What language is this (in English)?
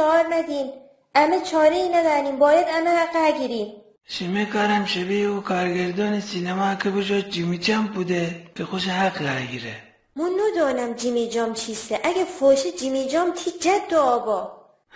Gilaki